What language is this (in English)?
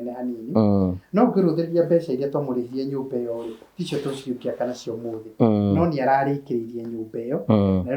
Kikuyu